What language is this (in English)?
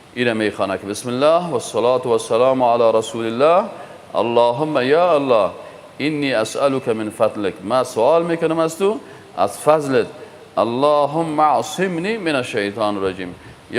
Persian